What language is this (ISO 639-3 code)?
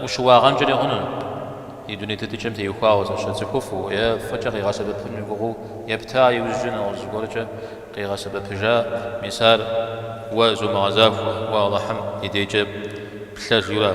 kbd